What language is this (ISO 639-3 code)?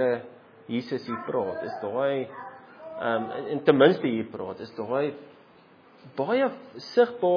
afr